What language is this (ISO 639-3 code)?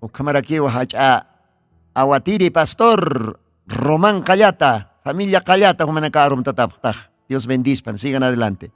aym